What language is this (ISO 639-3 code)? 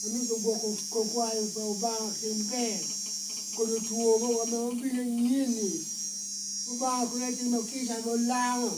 laj